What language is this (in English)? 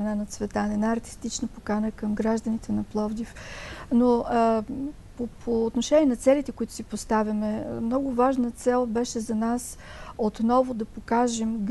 Bulgarian